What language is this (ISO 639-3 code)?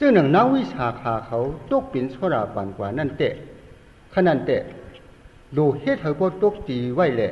shn